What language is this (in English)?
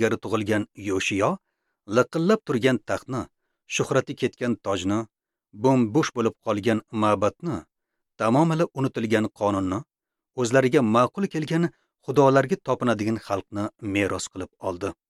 Uzbek